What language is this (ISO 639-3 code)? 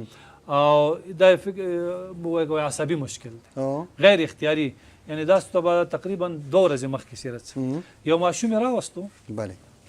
pus